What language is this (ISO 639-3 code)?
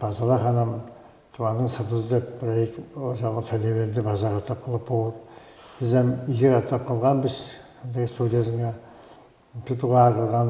tyv